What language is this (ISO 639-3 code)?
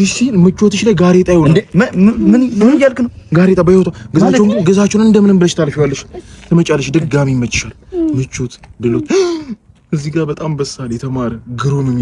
amh